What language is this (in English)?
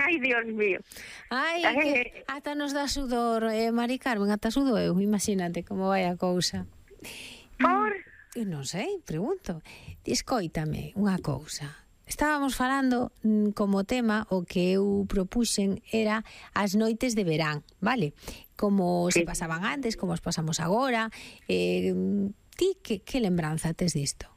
Galician